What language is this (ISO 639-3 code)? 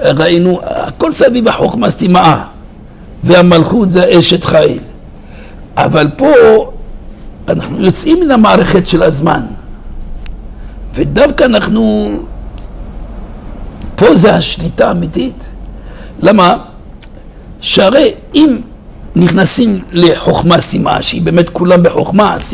heb